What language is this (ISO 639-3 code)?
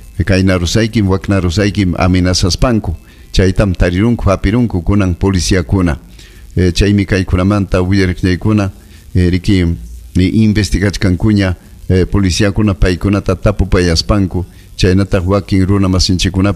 quy